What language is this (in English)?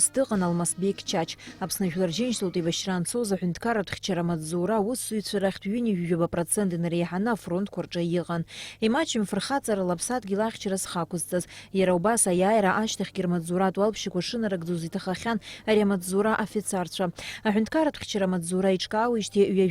Abkhazian